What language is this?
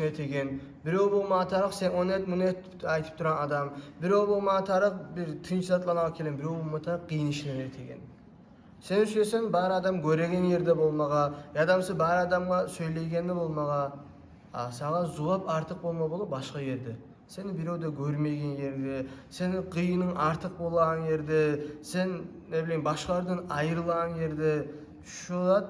Kumyk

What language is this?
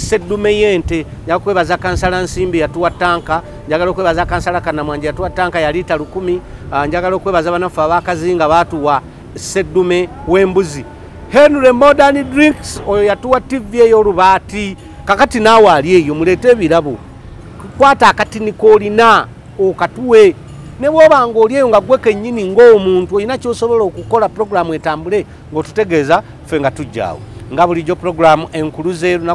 Ganda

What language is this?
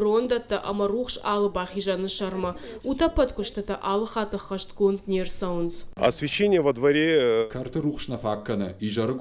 Ossetic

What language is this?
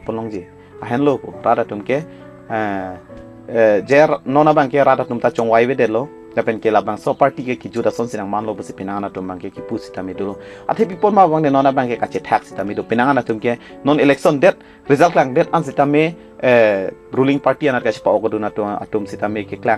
Karbi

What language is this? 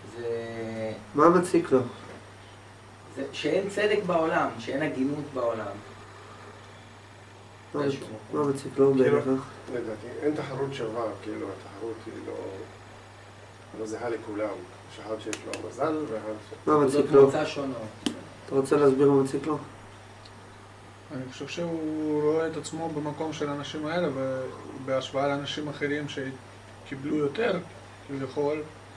Hebrew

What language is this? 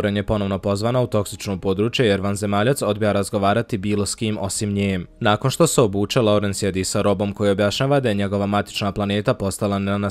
Bosnian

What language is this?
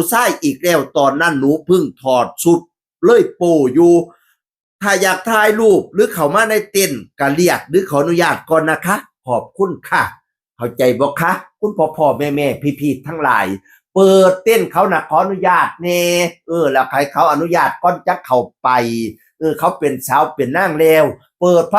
Northeastern Thai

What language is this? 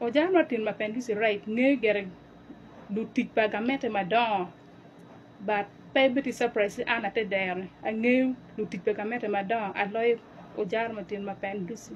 Acoli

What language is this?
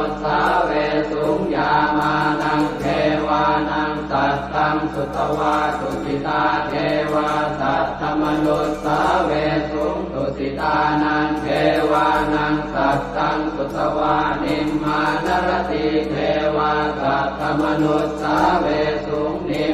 Pali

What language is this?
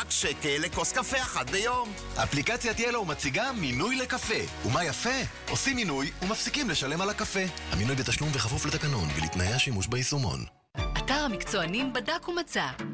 Hebrew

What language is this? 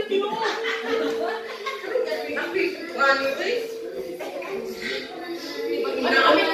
Filipino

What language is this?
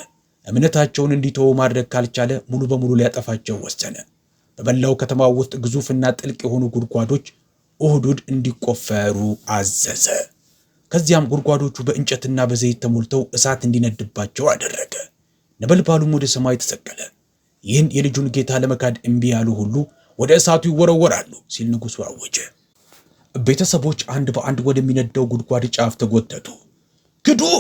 Amharic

